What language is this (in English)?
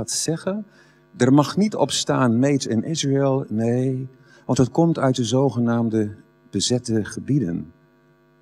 Dutch